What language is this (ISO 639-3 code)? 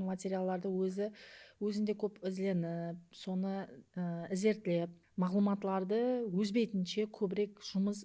kaa